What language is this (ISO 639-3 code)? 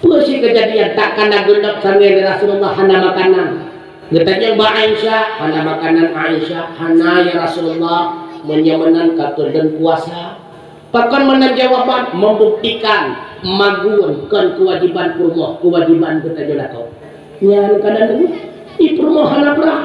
ace